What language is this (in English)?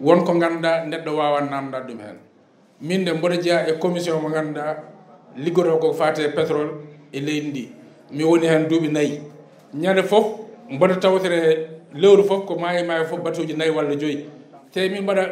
Fula